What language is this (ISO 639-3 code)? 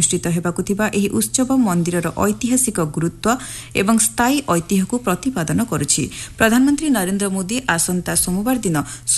ori